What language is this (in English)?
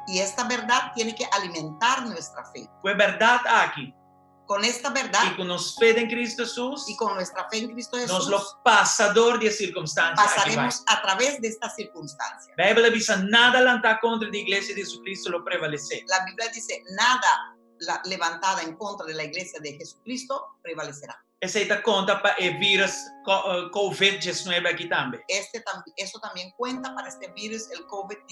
Papiamento